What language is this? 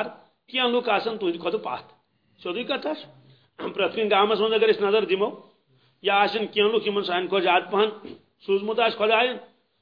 Kashmiri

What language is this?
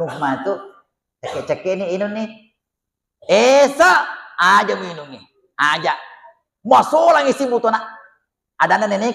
Buginese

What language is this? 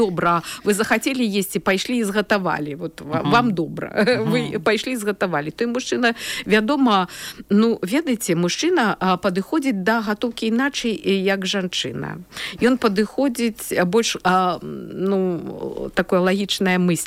Belarusian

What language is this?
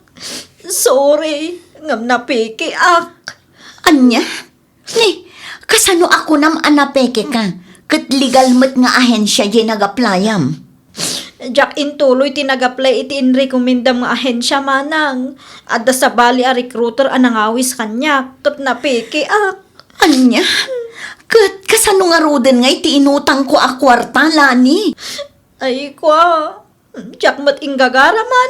Iloko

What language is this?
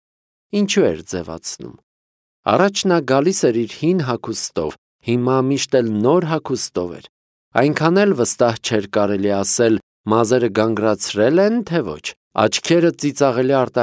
Armenian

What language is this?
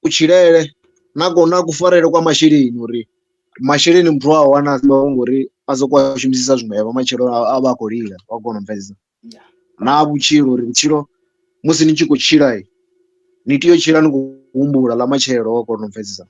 Venda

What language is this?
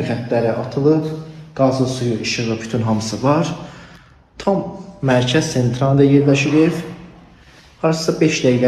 Azerbaijani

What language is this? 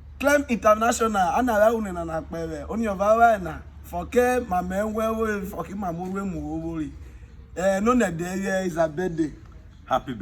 Urhobo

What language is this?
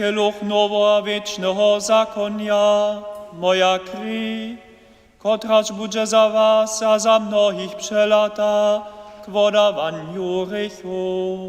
Upper Sorbian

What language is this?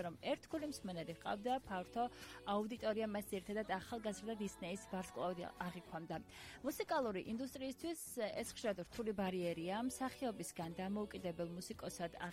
Georgian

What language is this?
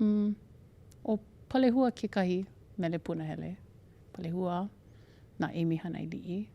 Hawaiian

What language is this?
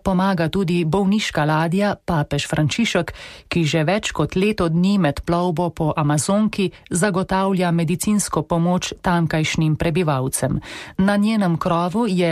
Slovenian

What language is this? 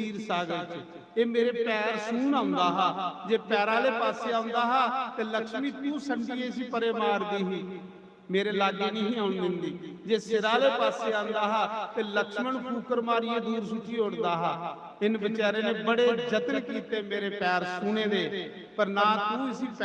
Dogri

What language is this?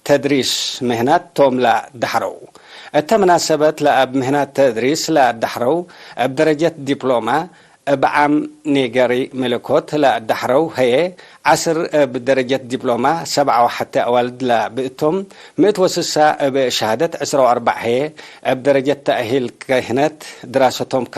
Tigre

